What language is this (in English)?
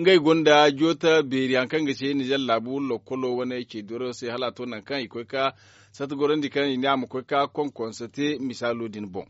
Zarma